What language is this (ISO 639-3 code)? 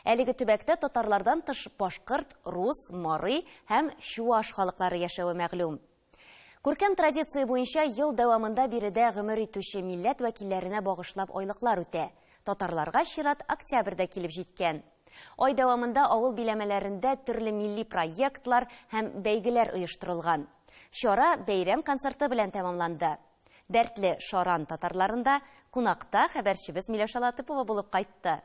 tat